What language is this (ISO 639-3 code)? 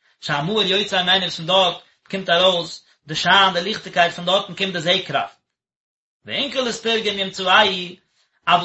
yid